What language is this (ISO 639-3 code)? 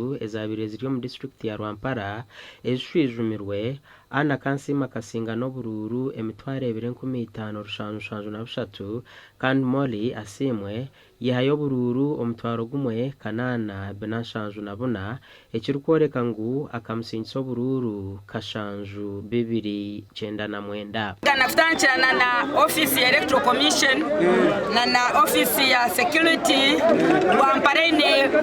nyn